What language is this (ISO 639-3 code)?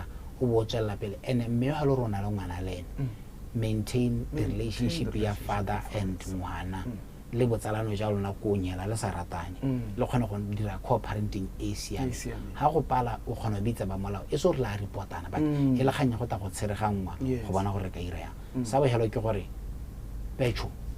tsn